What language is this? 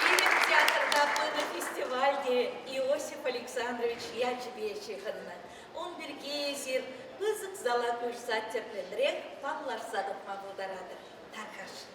Chuvash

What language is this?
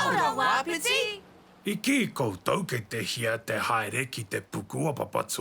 Māori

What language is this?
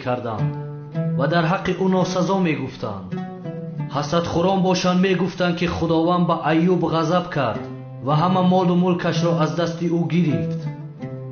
Tajik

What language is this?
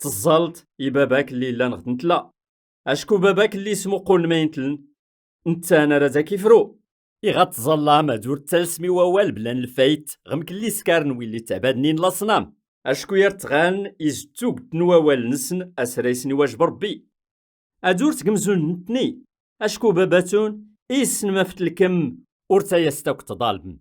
Kabyle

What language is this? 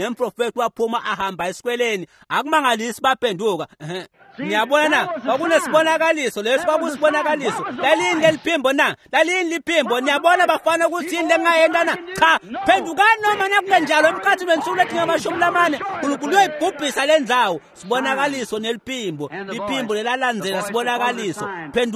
Swati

